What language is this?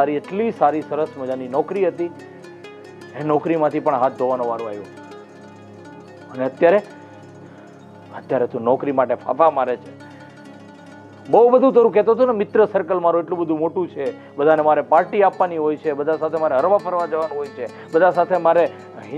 Gujarati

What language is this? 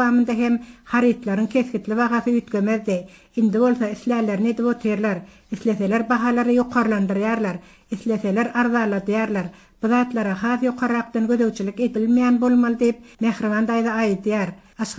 Turkmen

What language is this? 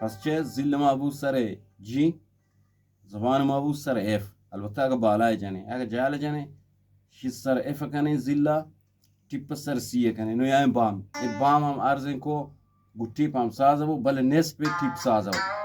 Eastern Balochi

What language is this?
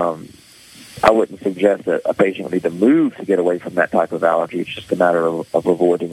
English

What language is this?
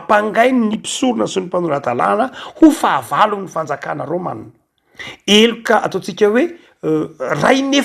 Malagasy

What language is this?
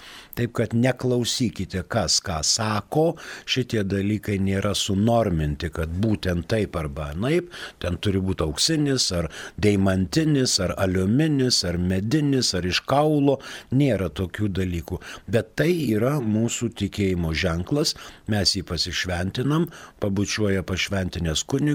Lithuanian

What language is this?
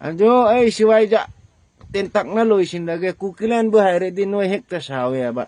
Manipuri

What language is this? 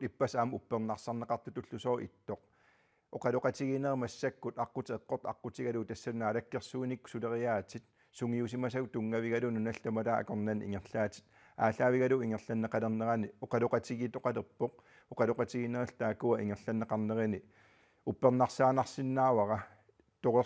Kalaallisut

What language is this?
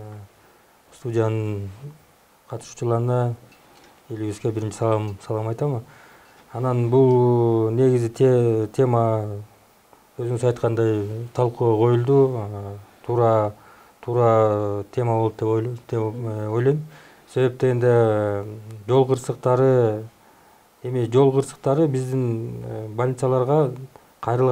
Kyrgyz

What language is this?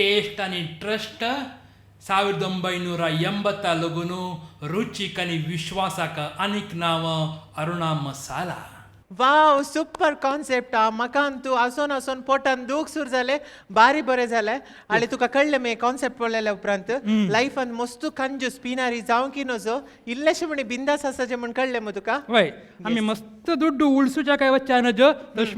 Konkani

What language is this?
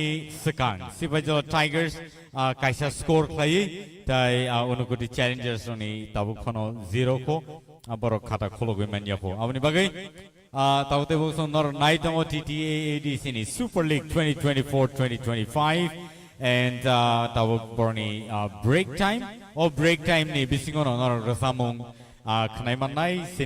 Kok Borok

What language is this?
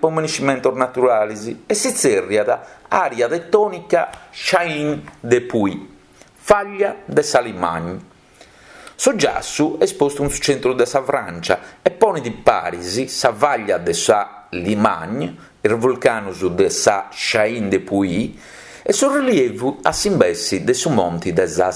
Sardinian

